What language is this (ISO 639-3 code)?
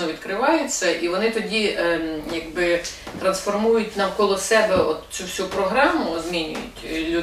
ukr